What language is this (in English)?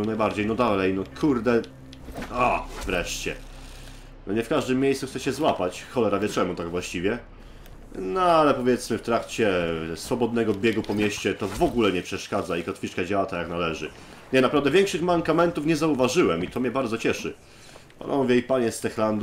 Polish